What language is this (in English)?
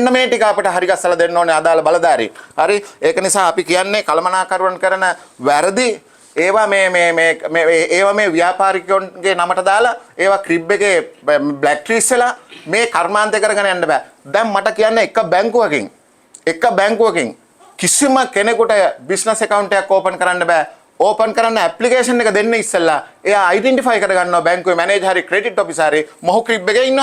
Sinhala